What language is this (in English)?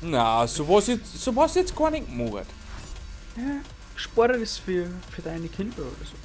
Bavarian